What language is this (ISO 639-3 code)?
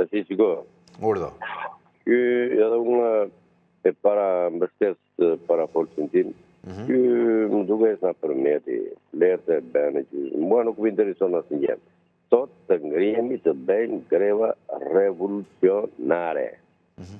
sqi